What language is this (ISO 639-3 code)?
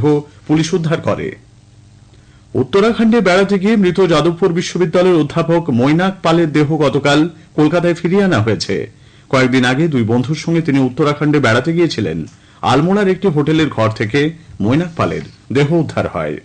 ben